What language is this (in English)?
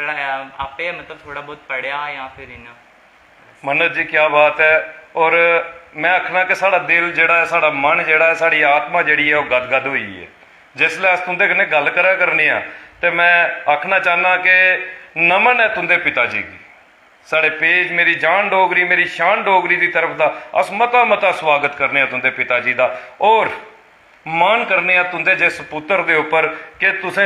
Dogri